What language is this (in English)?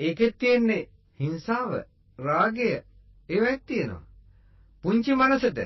Sinhala